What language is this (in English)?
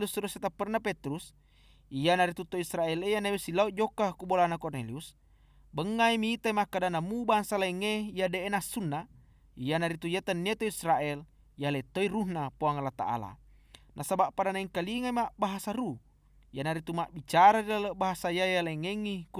Buginese